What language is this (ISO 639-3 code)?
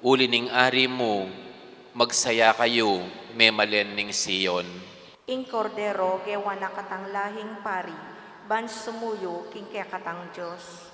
pam